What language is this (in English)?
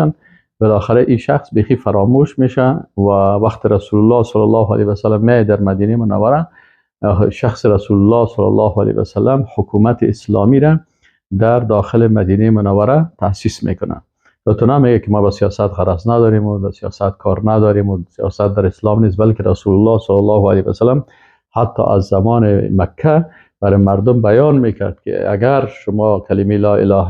Persian